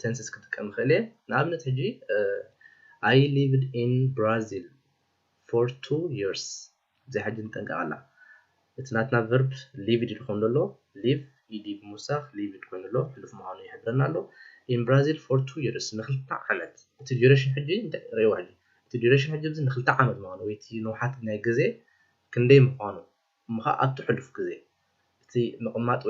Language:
Tigrinya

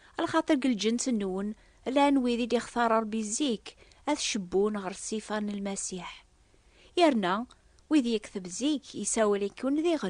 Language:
Kabyle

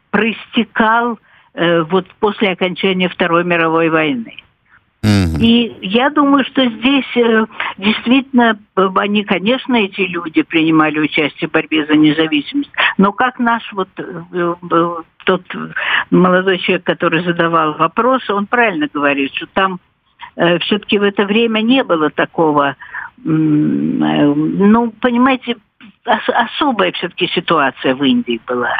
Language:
Russian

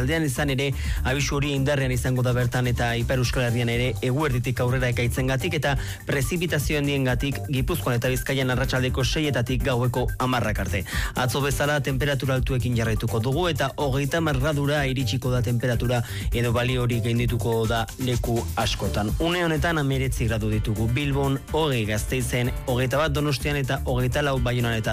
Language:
Basque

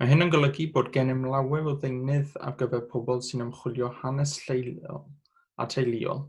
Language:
Welsh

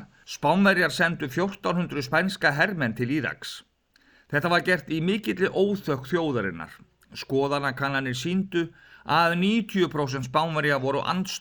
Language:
Icelandic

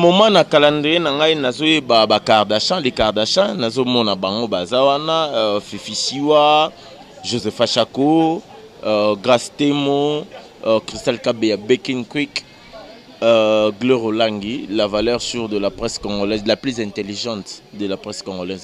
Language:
Lingala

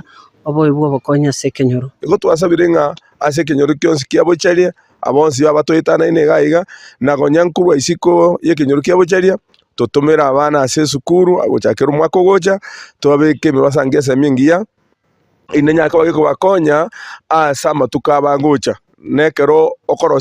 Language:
Gusii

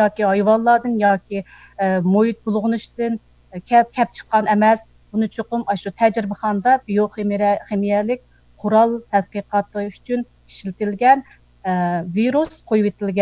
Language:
Uyghur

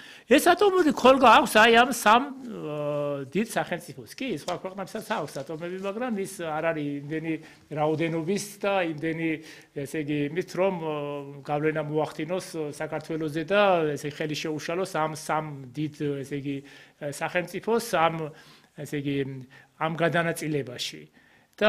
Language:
Georgian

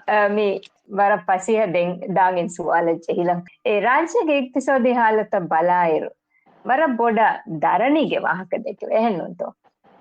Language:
Divehi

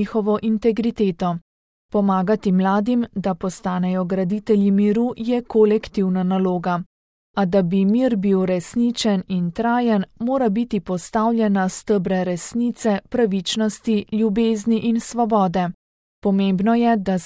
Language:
Slovenian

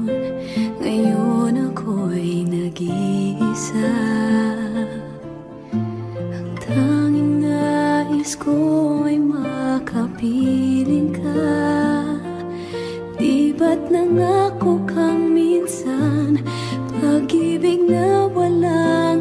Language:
Filipino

